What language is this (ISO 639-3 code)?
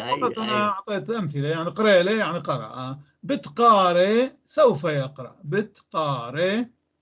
apc